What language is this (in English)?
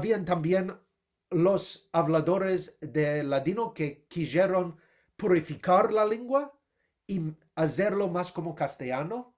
Ladino